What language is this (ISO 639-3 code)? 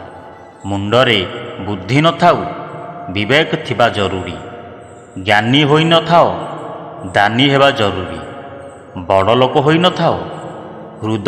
ori